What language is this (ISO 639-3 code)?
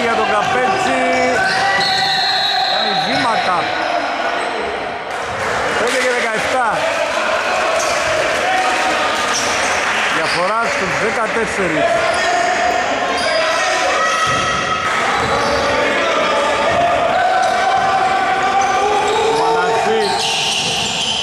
ell